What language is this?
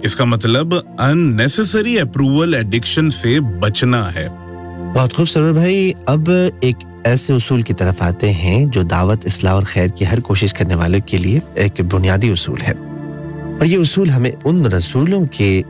Urdu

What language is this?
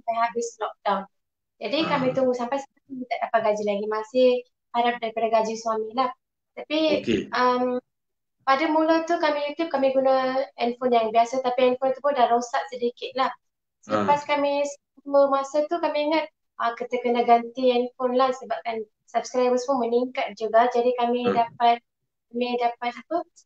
Malay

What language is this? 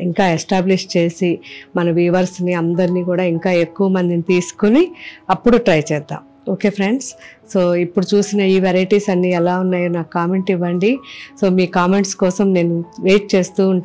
Telugu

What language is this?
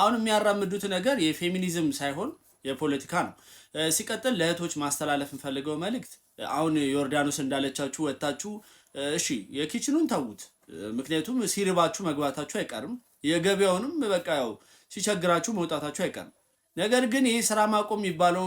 Amharic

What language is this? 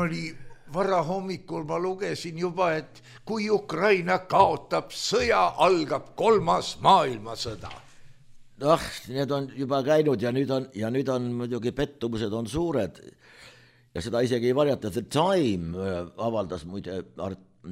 Estonian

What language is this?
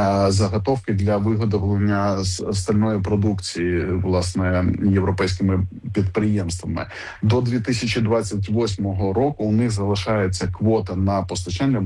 Ukrainian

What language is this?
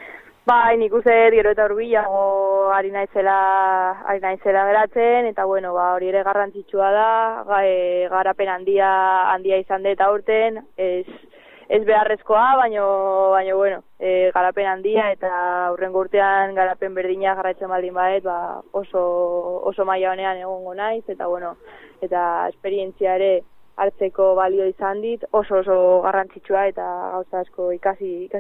Basque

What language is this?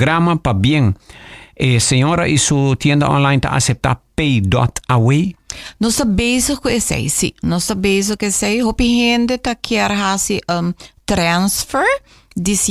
Papiamento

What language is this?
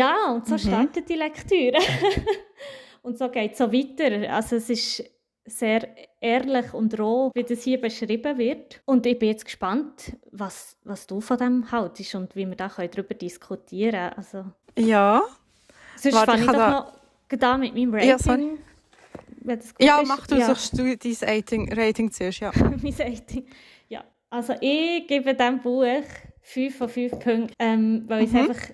Swiss German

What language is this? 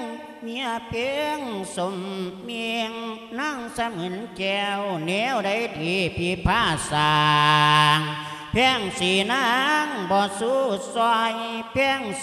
Lao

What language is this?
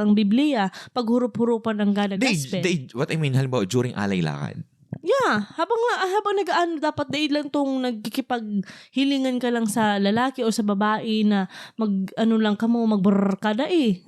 Bikol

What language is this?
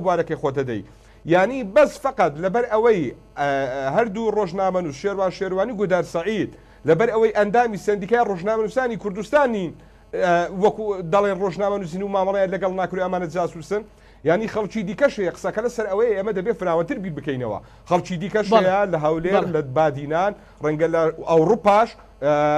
Central Kurdish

